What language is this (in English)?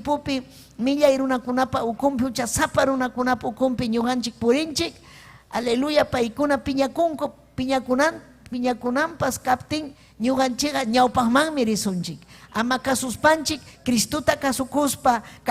Ayacucho Quechua